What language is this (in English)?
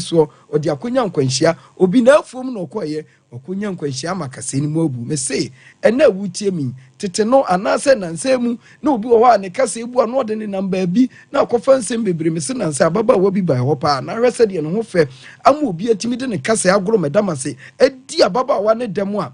Akan